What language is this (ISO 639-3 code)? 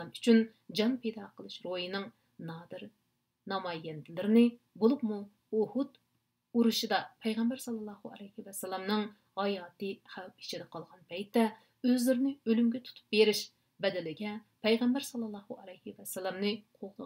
uig